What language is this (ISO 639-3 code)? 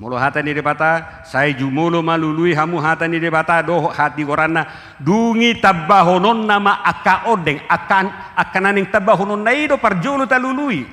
bbc